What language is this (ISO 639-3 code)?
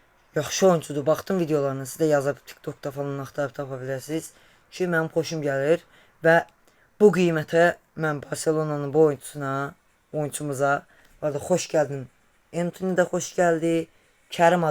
aze